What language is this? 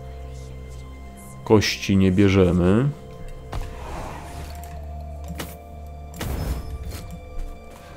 Polish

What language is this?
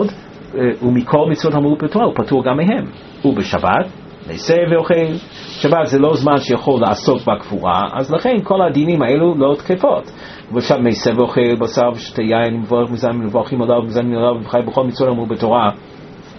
Hebrew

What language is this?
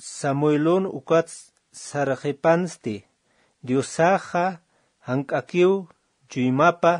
Aymara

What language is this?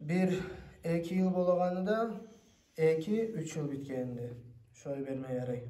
Kumyk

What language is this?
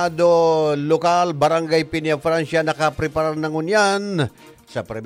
Bikol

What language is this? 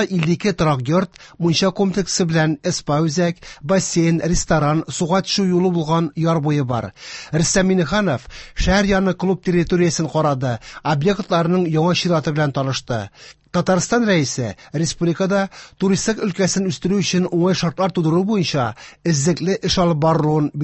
Tatar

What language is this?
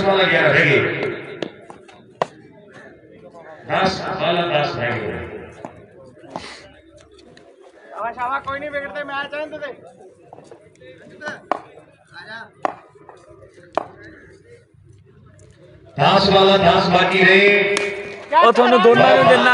Punjabi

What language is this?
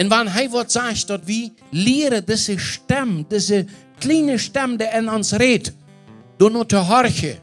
Plautdietsch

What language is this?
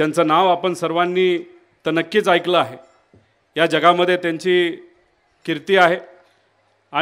Marathi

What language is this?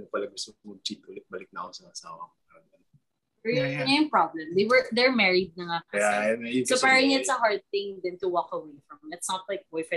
Filipino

